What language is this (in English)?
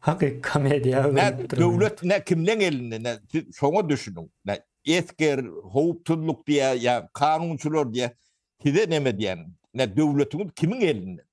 Turkmen